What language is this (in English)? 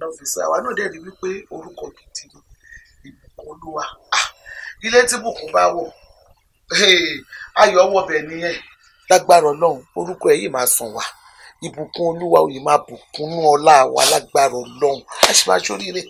Yoruba